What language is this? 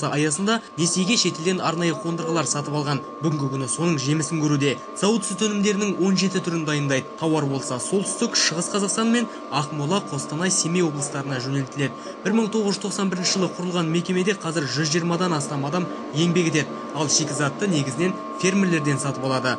Kazakh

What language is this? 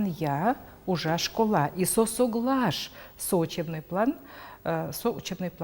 Udmurt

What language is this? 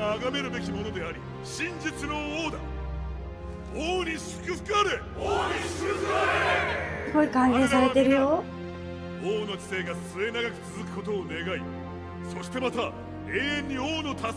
Japanese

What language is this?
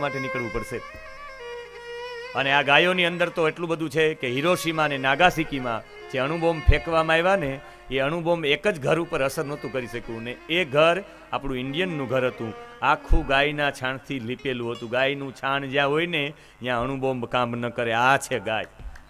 Gujarati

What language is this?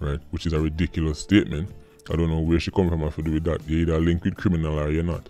Jamaican Creole English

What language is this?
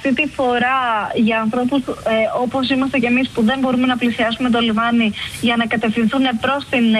Greek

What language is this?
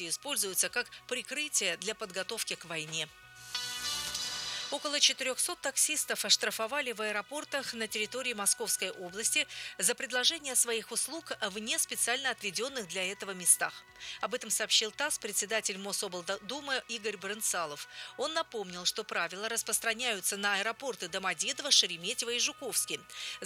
Russian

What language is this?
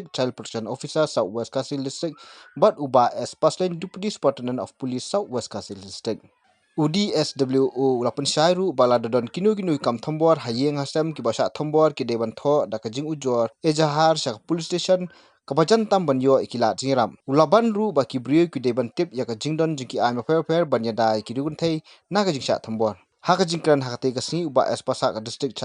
Khasi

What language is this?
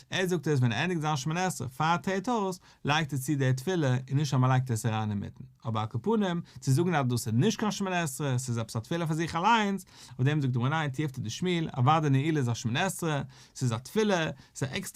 Yiddish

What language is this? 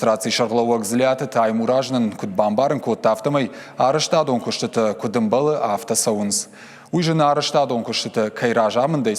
Ossetic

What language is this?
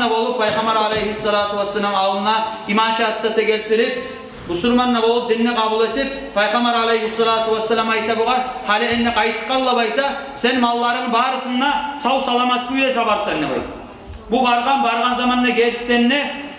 Kumyk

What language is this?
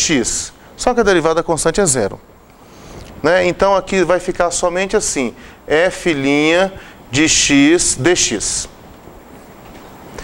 Portuguese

